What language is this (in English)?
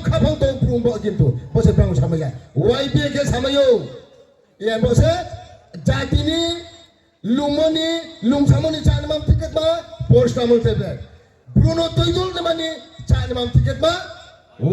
Riang (India)